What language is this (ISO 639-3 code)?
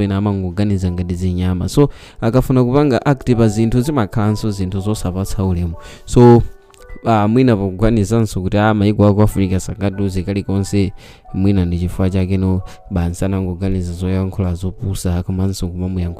nya